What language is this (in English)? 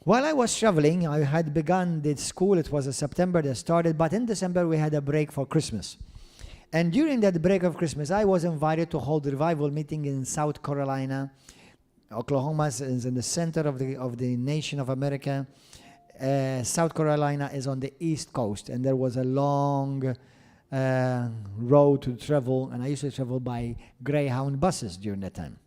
English